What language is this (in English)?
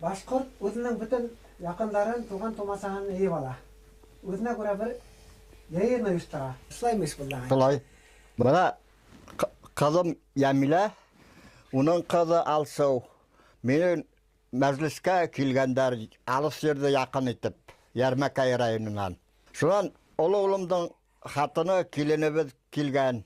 Bashkir